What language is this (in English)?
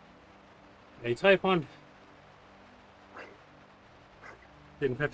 Danish